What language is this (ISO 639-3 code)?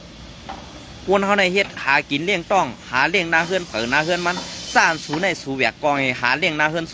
shn